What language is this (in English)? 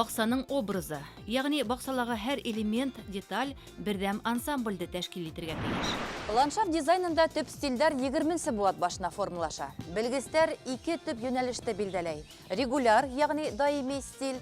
Bashkir